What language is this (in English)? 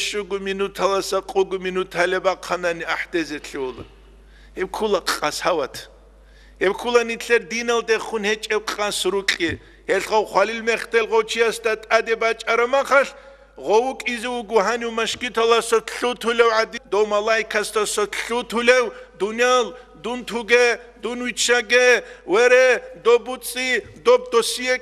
Avaric